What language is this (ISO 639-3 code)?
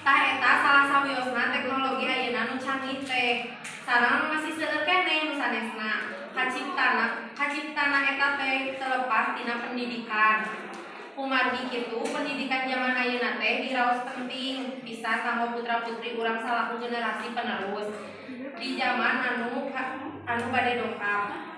sun